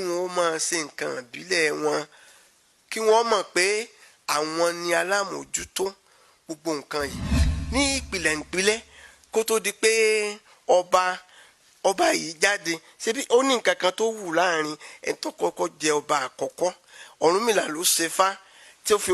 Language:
Yoruba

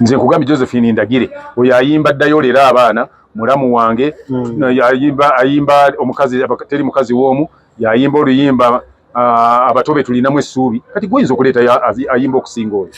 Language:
Ganda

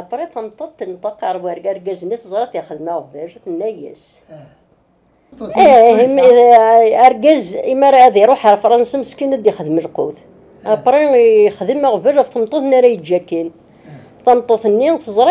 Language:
Kabyle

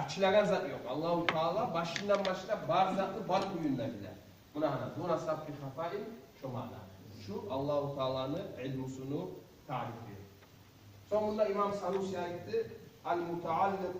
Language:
Kumyk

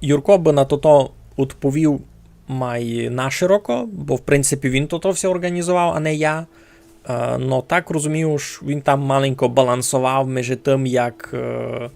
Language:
Rusyn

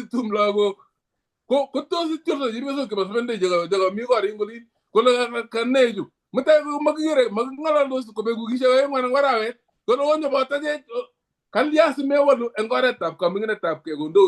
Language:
Kalenjin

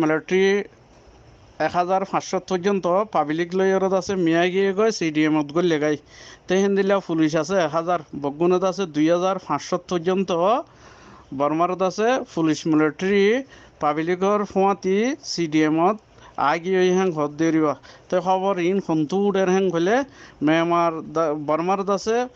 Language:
Rohingya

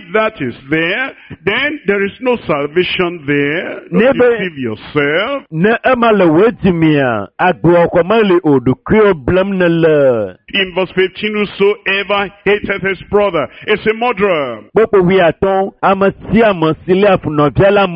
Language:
Ewe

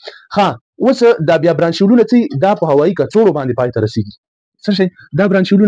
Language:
Pashto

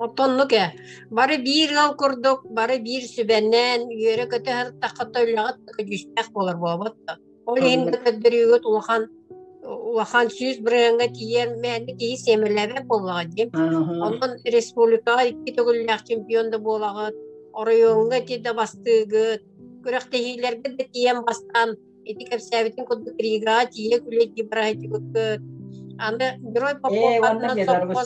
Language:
Yakut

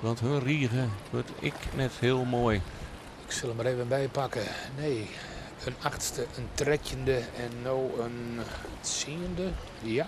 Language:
Western Frisian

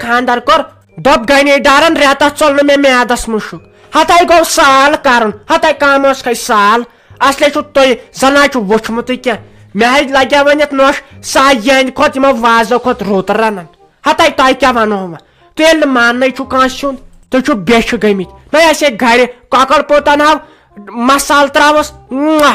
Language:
Kashmiri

